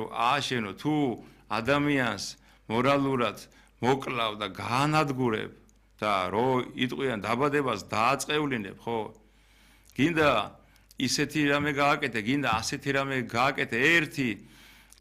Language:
Georgian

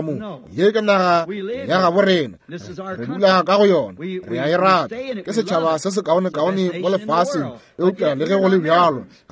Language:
Northern Sotho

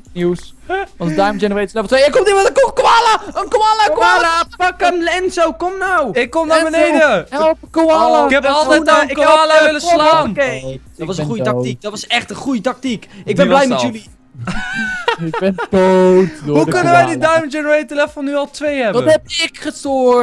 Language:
Dutch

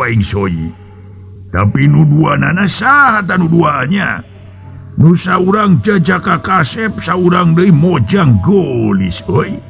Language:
Sundanese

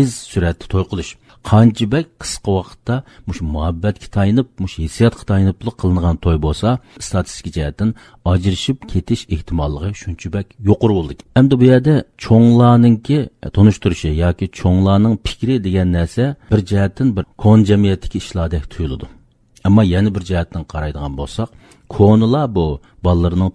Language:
Uyghur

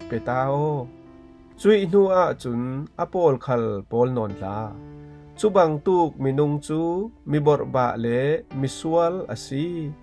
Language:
Falam Chin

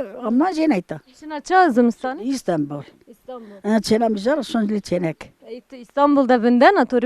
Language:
Zaza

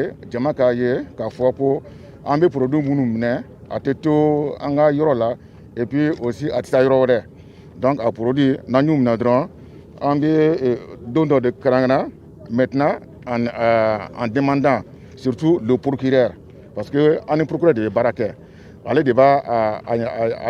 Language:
Bambara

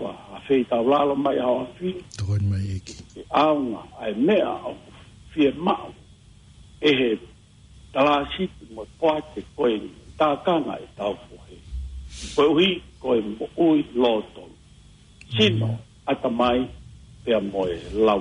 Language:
Tongan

